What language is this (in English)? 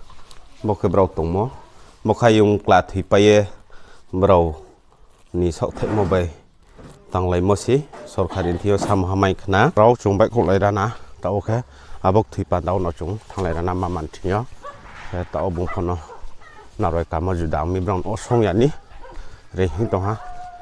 Riang (India)